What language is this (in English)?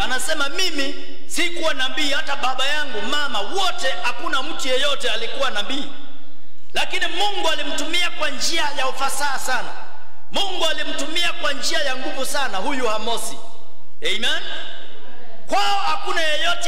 Swahili